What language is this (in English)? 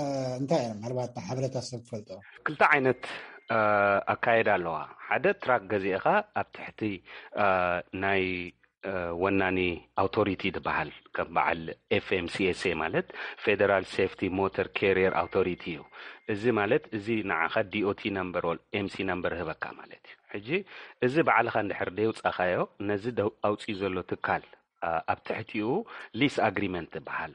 Tigrinya